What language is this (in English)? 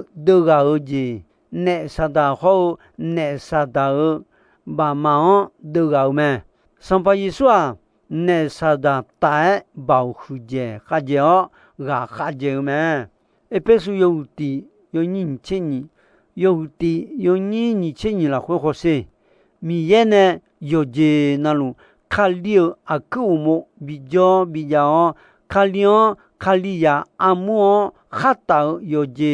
Akha